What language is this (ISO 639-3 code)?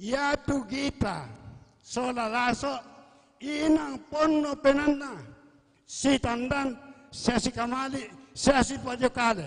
sda